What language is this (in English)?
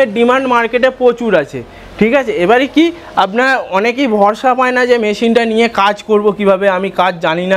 Bangla